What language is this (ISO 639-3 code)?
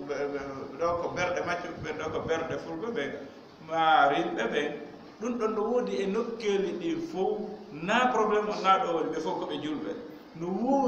ful